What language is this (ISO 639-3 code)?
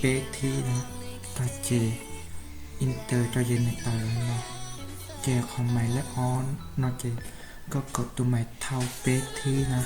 hmn